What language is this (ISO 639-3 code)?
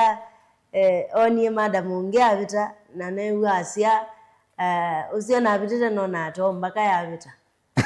kam